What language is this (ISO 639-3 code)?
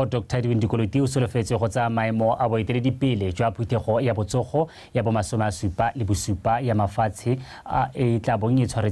tsn